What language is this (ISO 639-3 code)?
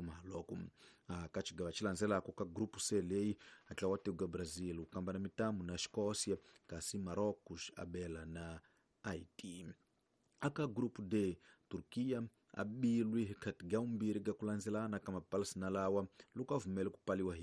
tso